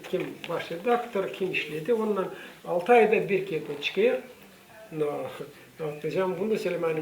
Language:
Gagauz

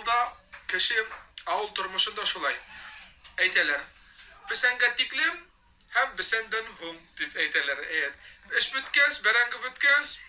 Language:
Bashkir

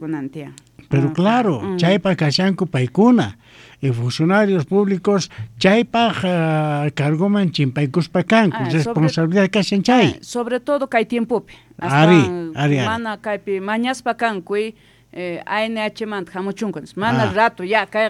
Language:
Quechua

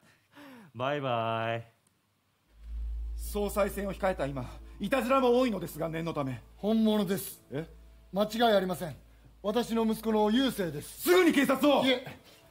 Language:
Japanese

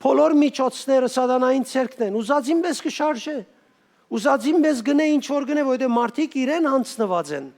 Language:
Western Armenian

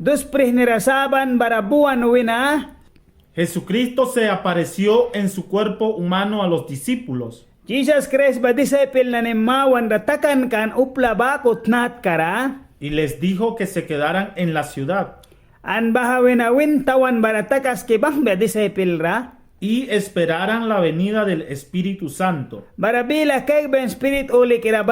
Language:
Mískito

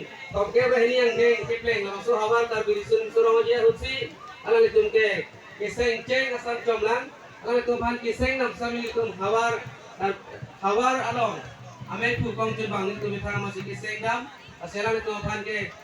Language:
Karbi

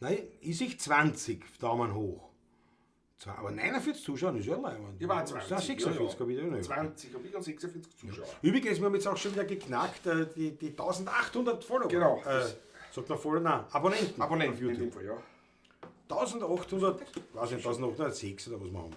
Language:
Bavarian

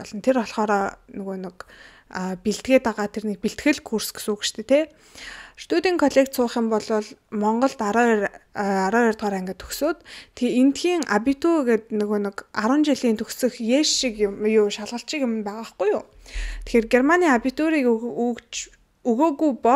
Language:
Mongolian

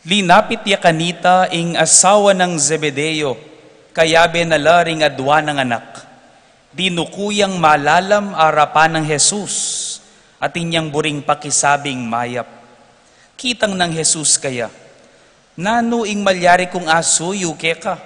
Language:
Pampanga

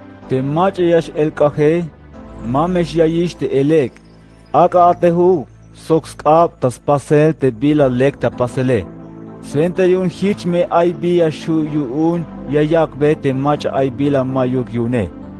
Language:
Tzeltal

